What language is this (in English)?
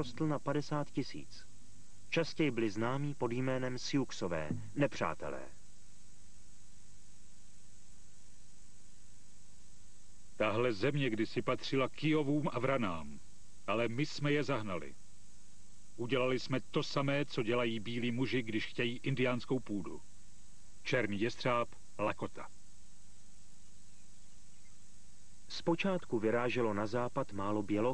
Czech